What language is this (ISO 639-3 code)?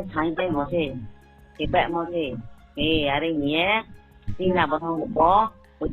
ria